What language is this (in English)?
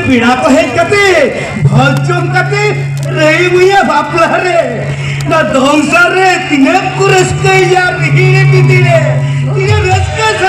Santali